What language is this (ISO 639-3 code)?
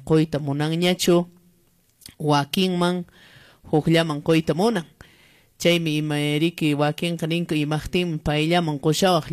que